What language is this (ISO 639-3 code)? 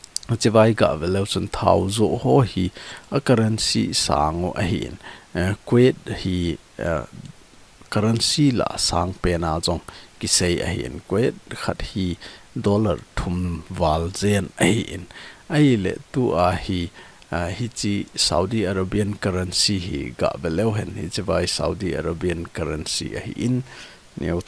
tcz